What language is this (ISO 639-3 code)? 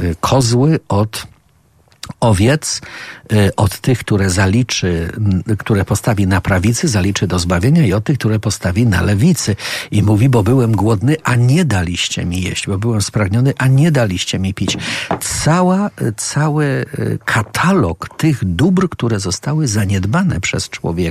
pol